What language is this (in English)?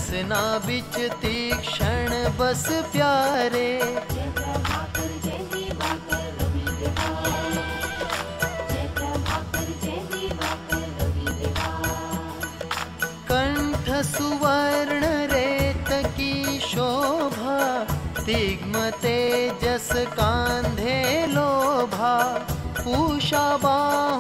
Hindi